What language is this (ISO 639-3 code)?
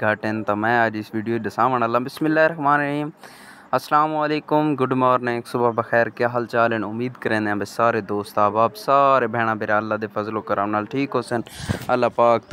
skr